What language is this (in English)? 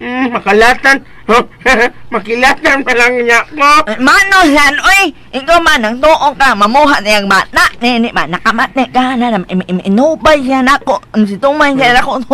Cebuano